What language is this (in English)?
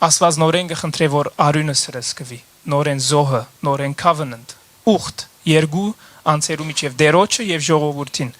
Western Armenian